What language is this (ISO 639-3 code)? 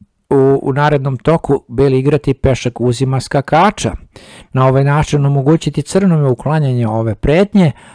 srp